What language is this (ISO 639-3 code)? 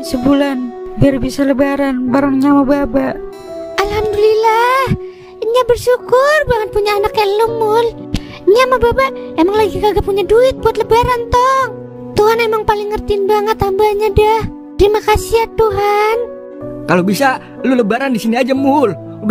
bew